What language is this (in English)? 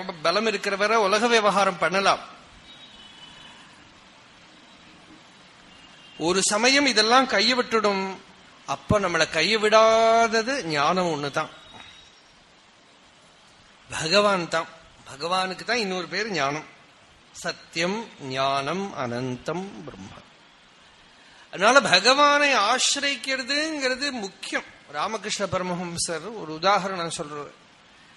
Tamil